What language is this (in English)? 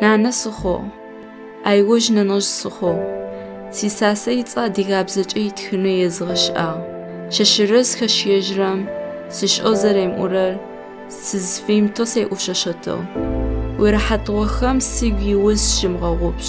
Adyghe